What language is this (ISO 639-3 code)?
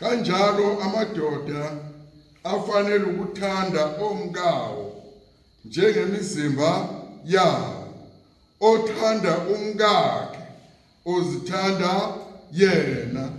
zul